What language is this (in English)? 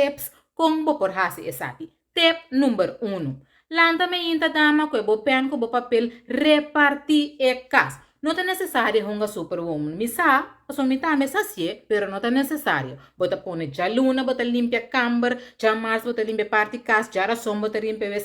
Papiamento